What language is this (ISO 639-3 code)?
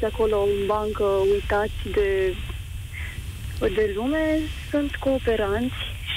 ron